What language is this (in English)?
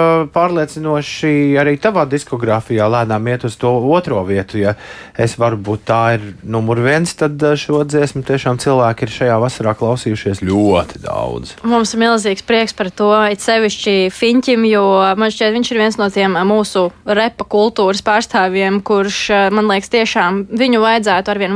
Latvian